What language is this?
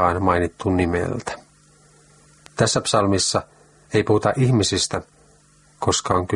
Finnish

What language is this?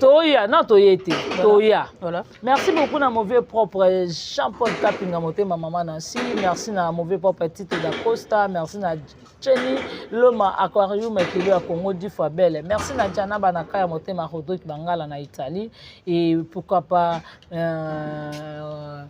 Lingala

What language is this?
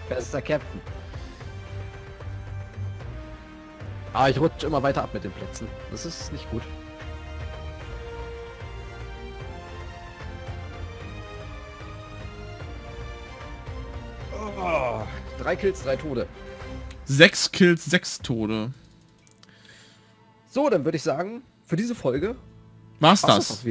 German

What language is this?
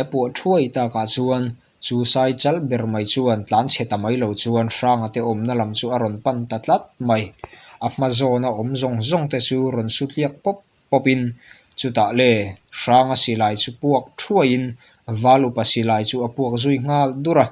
Mizo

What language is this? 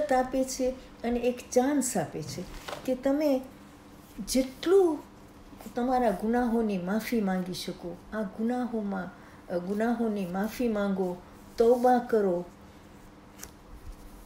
Gujarati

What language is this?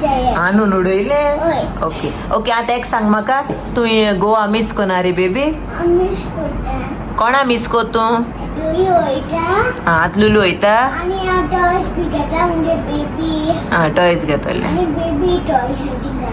Konkani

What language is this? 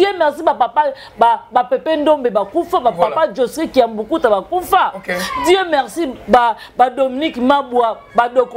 Lingala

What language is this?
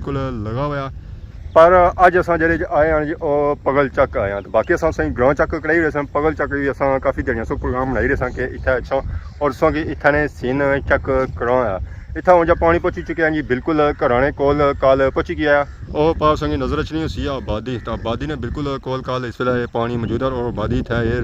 Pahari-Potwari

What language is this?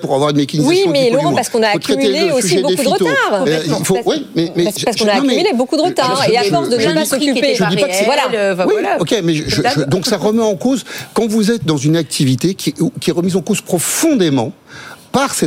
French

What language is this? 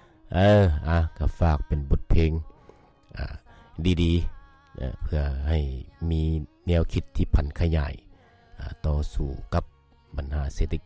Lao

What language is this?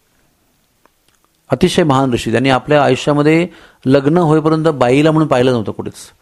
Marathi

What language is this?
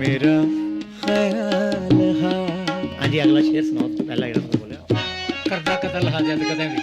Dogri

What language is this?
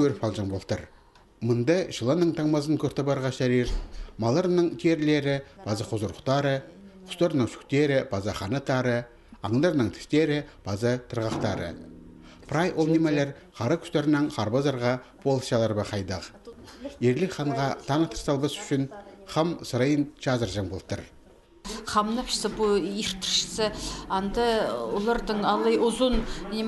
Khakas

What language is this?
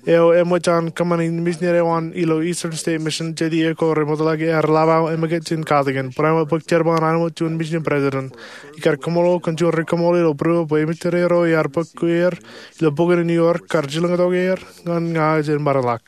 Marshallese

